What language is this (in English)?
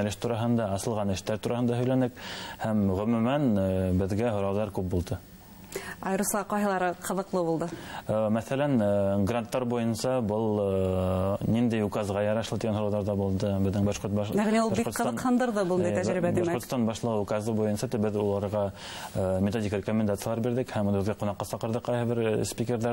Bashkir